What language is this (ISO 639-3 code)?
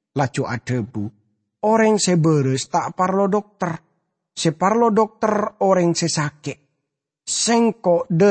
mad